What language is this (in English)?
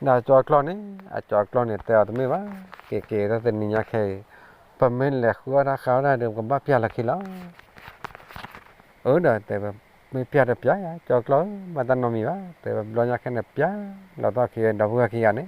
S'gaw Karen